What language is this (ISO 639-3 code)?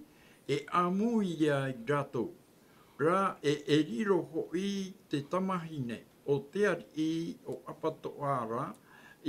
tah